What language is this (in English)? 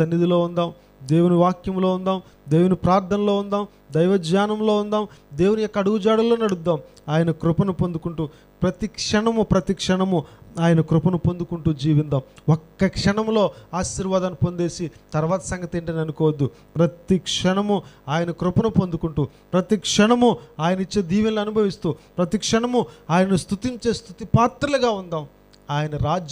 Telugu